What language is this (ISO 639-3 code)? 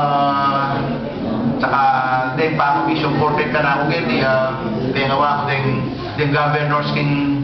pam